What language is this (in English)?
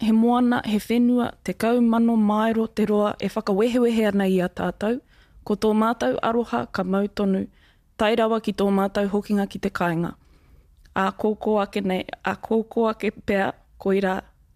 Māori